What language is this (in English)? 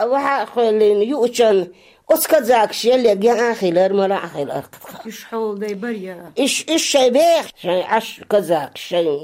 Chechen